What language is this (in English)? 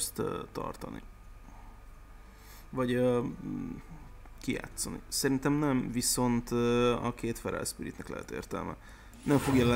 Hungarian